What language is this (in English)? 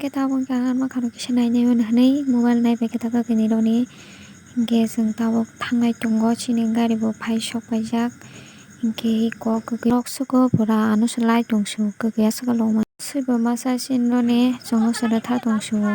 Kok Borok